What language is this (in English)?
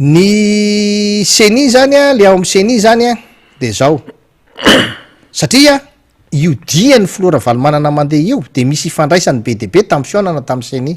Malagasy